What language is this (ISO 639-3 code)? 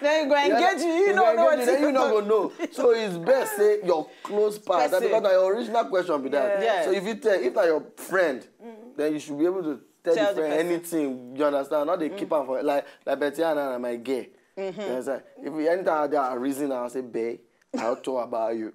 pcm